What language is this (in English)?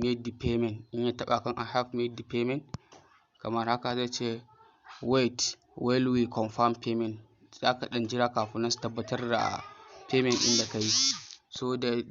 Hausa